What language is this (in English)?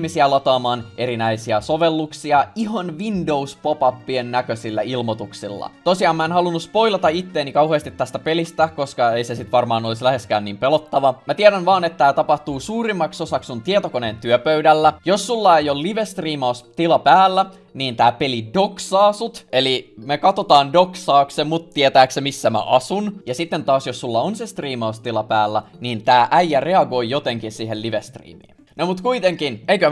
Finnish